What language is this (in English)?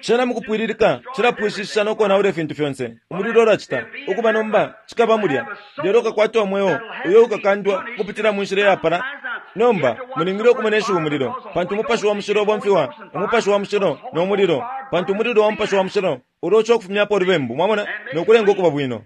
Bemba